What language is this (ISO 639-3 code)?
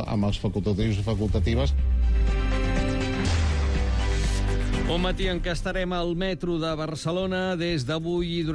cat